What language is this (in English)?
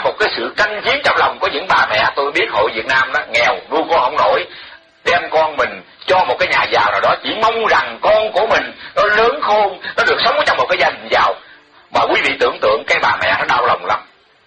Vietnamese